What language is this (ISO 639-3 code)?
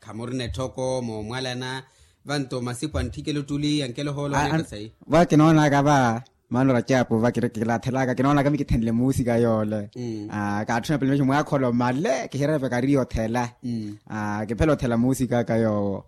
vmw